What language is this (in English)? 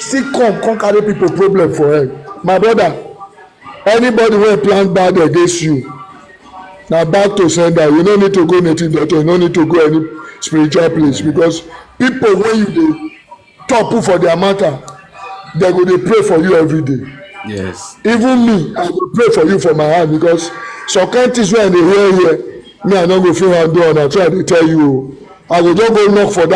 Nigerian Pidgin